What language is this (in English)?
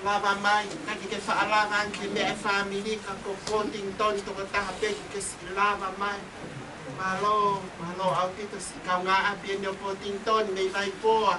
Tongan